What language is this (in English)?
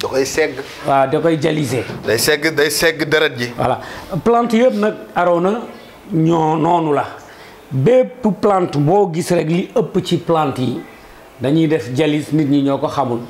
Wolof